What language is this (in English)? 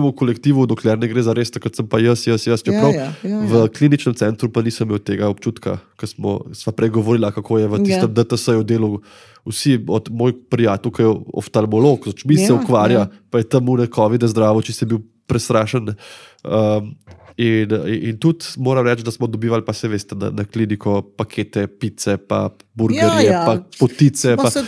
Slovenian